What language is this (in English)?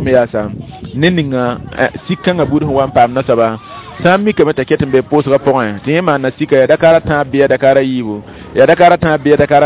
Mossi